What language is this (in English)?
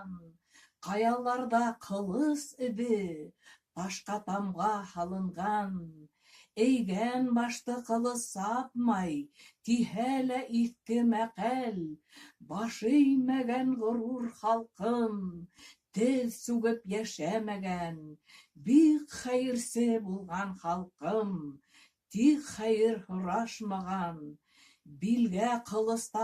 Bashkir